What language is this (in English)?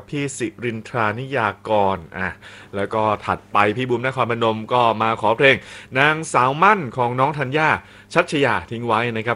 Thai